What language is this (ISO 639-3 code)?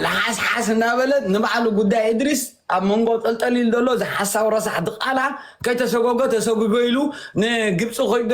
tir